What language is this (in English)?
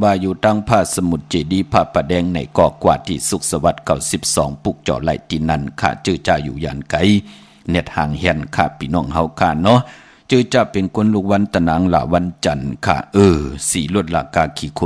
Shan